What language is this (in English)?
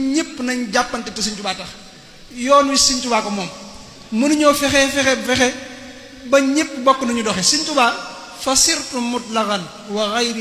Wolof